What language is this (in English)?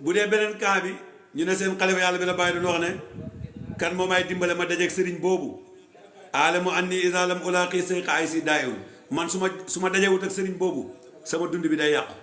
Wolof